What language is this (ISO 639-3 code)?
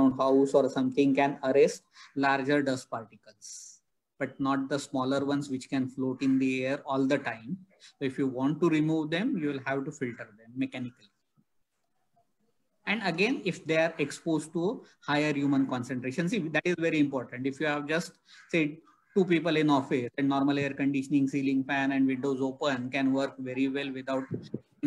eng